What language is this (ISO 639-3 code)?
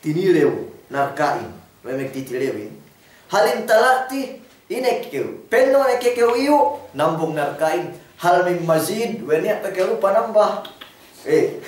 yka